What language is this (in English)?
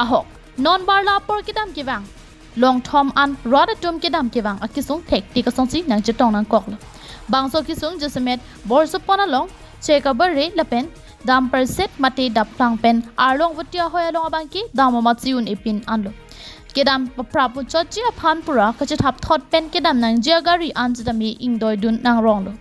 Karbi